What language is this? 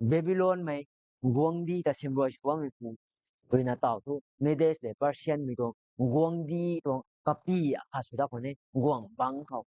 Rongmei Naga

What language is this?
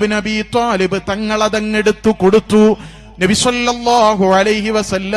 Malayalam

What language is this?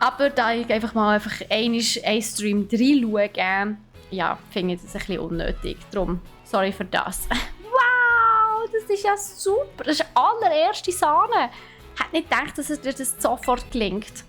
Swiss German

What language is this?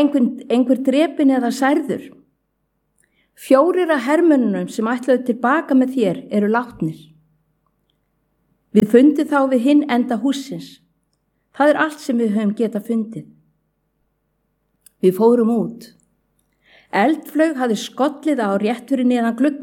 Icelandic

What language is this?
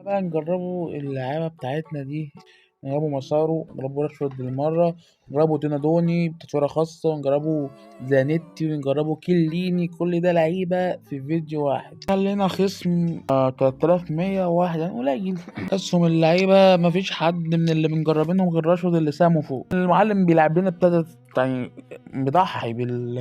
Egyptian Arabic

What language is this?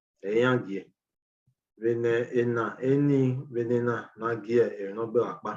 Bini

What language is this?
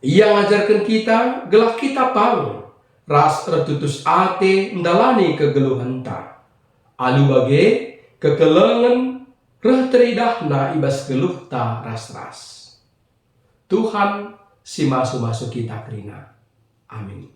Batak Karo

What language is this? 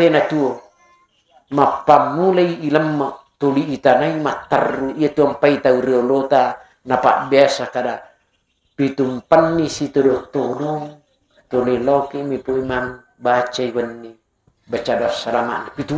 Buginese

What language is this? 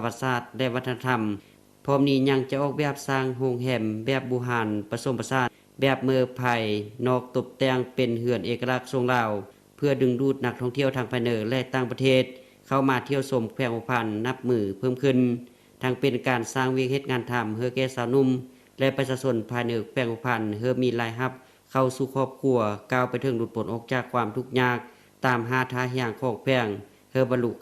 Lao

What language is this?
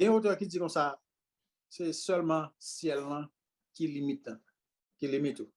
Haitian Creole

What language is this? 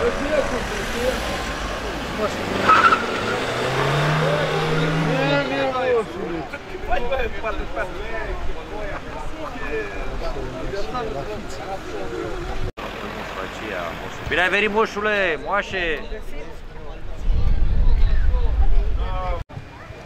Romanian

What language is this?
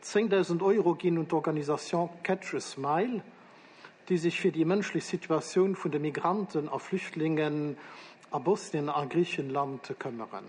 Luxembourgish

